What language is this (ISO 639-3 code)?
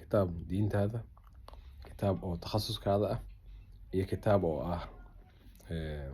som